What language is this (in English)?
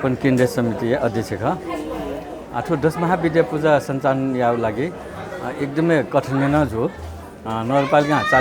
Newari